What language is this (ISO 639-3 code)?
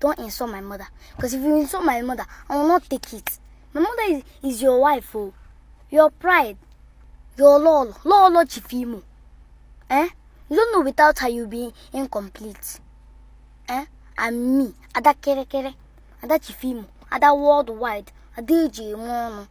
ibo